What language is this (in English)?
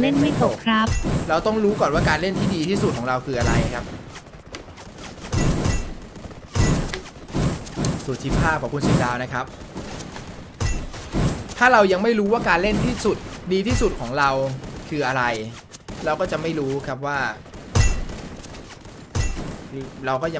Thai